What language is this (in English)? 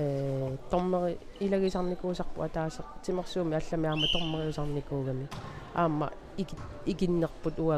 Kalaallisut